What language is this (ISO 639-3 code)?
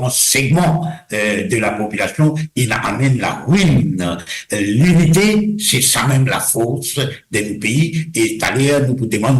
mfe